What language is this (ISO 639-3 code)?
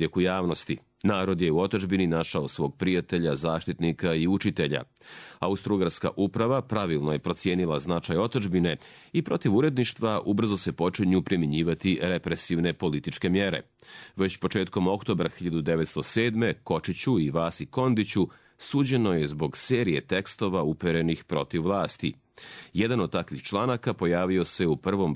srp